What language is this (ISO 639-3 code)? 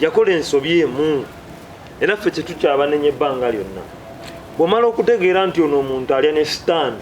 lug